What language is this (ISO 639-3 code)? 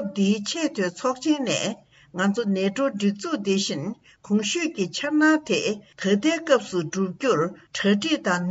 bod